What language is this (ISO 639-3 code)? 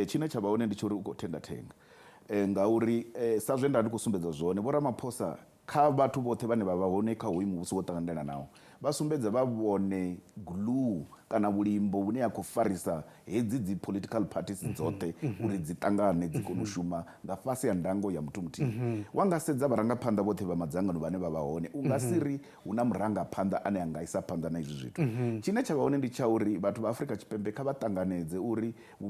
ven